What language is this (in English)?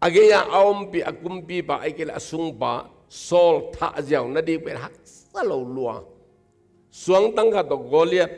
Tedim Chin